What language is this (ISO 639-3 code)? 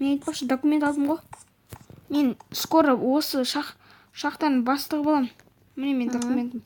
kaz